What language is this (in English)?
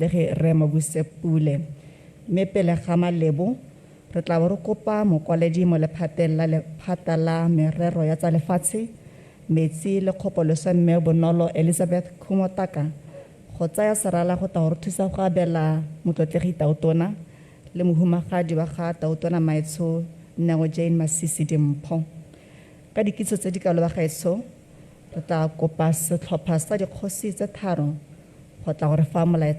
Tswana